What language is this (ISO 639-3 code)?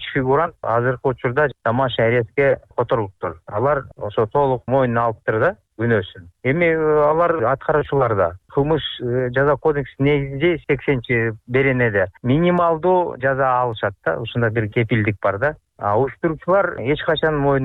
kir